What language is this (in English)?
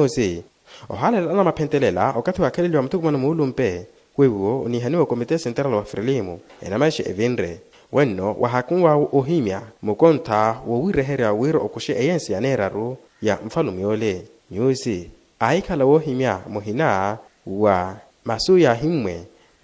Makhuwa